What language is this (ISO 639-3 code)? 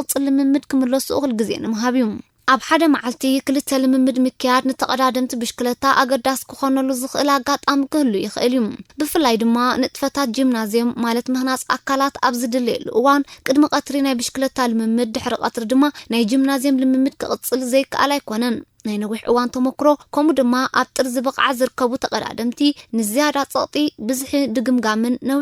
tir